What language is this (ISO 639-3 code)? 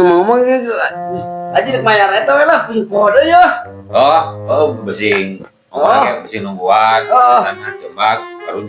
sun